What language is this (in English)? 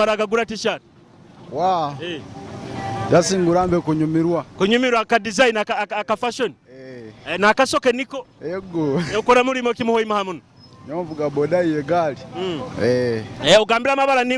Nyoro